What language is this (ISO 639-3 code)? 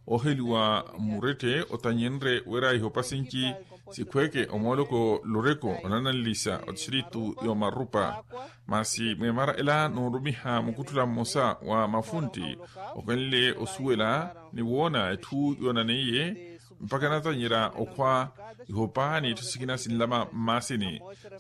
vmw